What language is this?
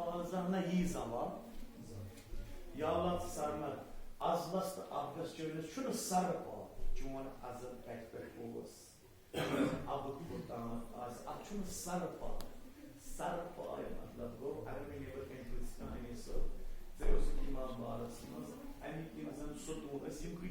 Kashmiri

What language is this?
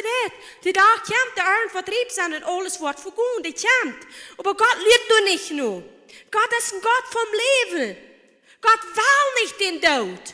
Plautdietsch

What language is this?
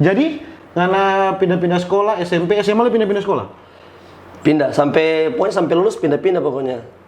Manado Malay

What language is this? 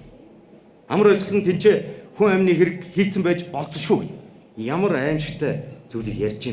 Mongolian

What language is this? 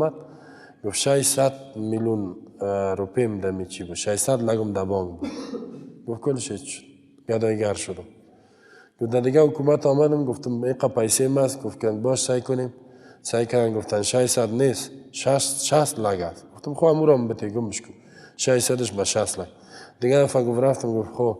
Persian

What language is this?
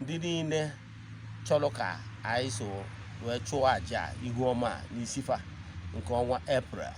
Igbo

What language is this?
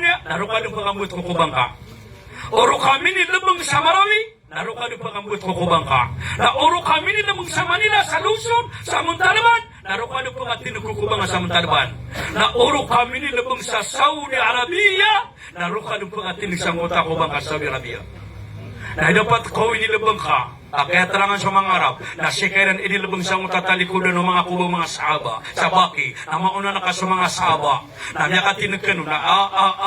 Maranao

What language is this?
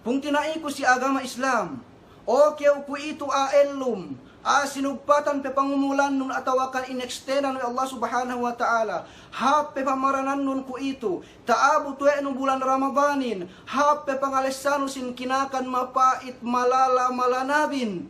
Yakan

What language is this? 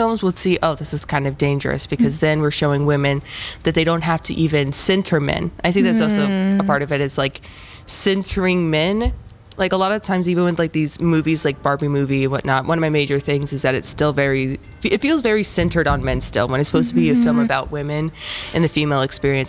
English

